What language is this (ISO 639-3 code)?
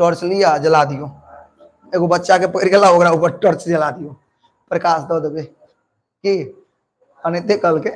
mai